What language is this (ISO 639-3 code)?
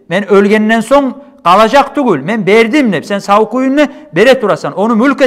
kum